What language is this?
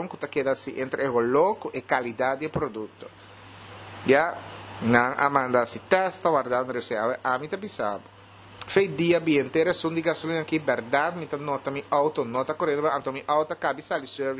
Papiamento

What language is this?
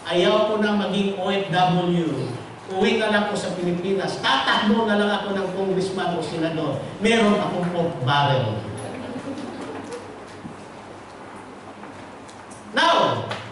Filipino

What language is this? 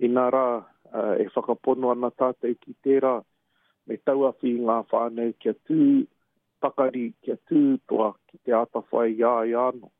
Māori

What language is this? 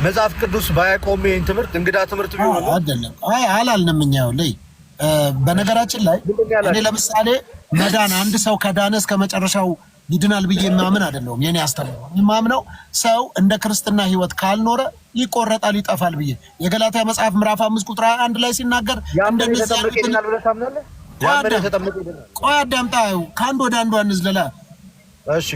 Amharic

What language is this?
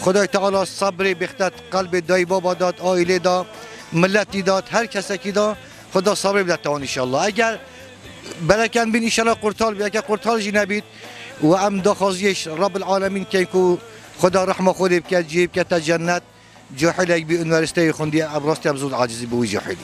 Kurdish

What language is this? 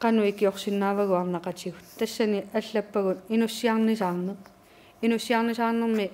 Kalaallisut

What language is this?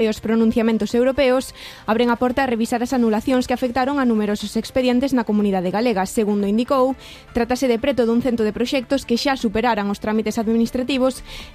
Galician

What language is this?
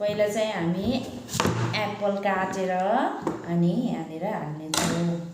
Nepali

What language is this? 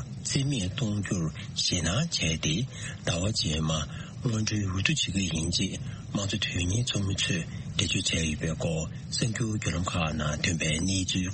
Tibetan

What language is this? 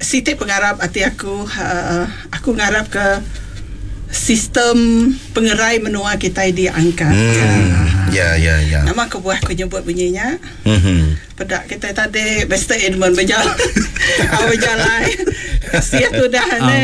Iban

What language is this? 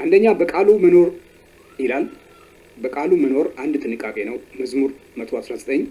Amharic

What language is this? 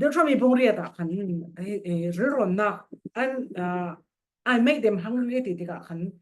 Falam Chin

